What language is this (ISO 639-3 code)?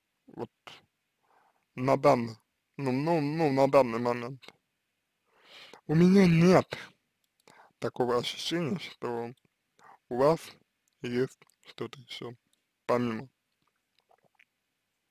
rus